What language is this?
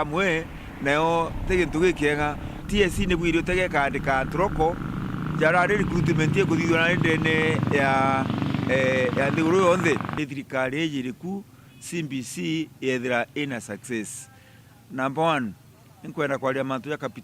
Meru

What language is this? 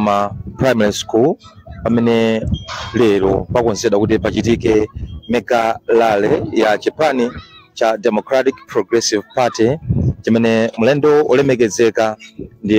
Nyanja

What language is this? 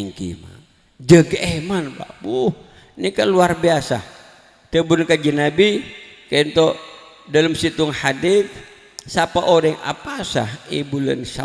Madurese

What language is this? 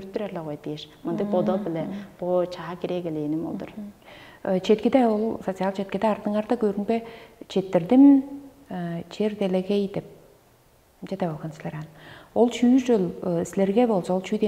Tuvinian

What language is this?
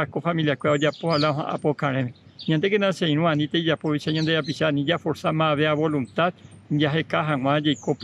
Guarani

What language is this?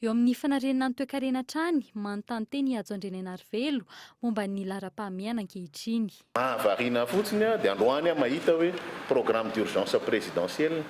Malagasy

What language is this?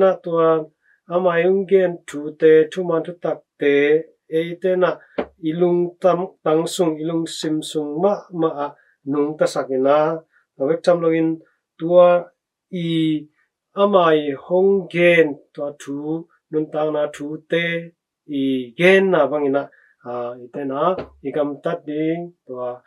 Tedim Chin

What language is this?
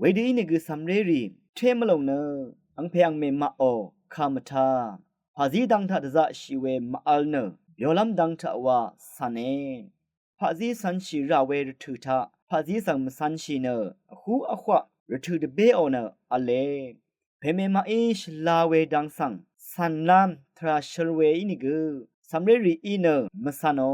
Rawang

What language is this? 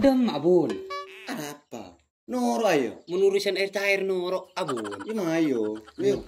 Madurese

